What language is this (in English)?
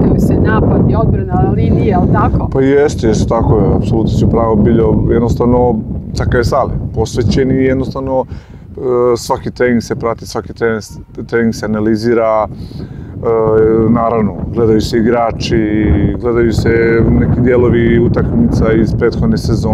Serbian